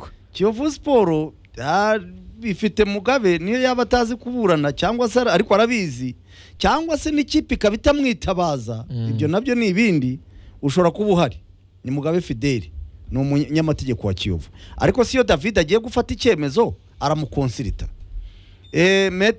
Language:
Kinyarwanda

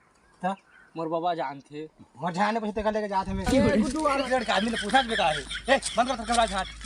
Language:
Chhattisgarhi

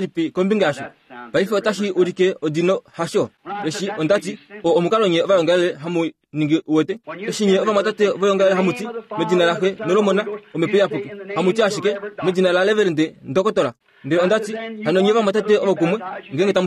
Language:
Kuanyama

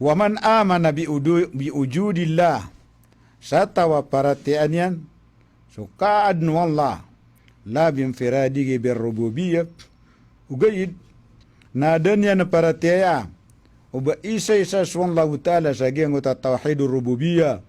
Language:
Maranao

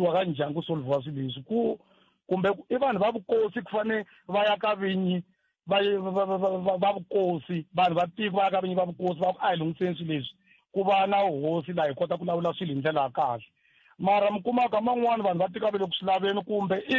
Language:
Tsonga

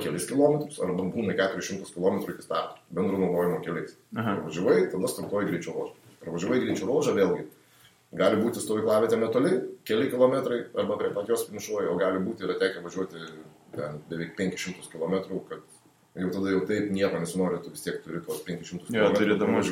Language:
Lithuanian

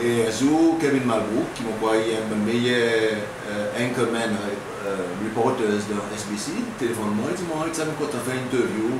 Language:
Seselwa Creole French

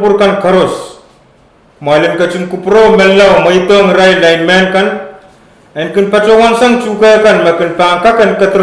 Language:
Pohnpeian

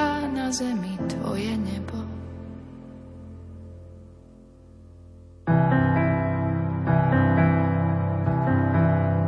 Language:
Slovak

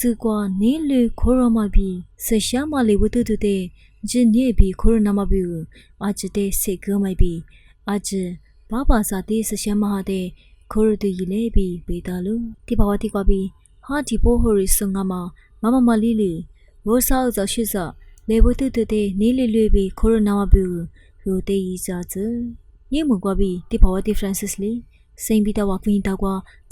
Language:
Lisu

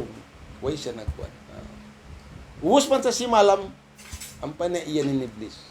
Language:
Tausug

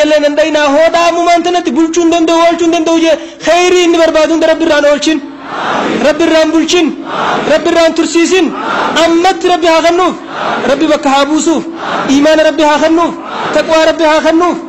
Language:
Oromo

